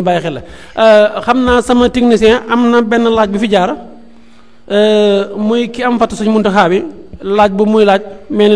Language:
Wolof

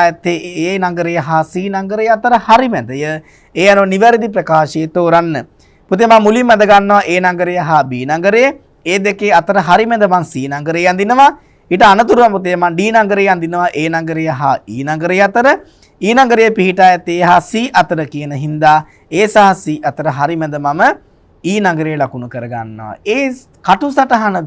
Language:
Sinhala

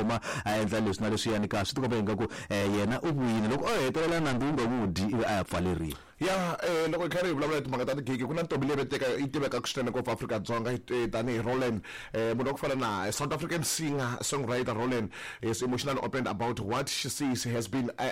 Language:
Tsonga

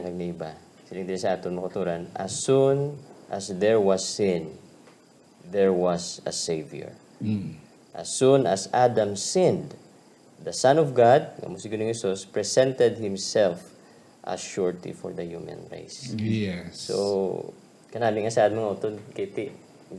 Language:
Hiligaynon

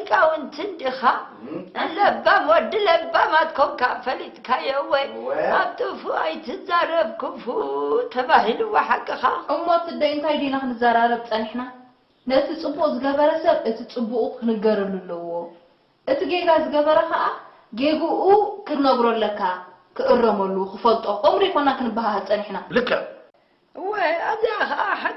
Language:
Tigrinya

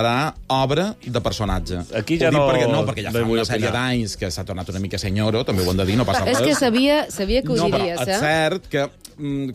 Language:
Catalan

